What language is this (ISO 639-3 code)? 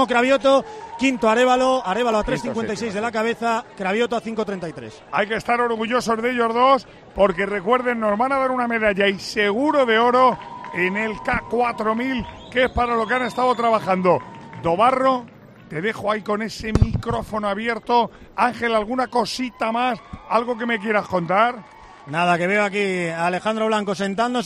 spa